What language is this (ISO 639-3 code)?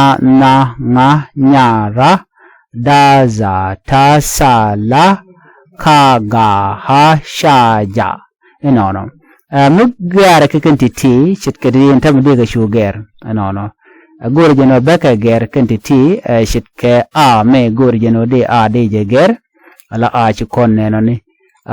nus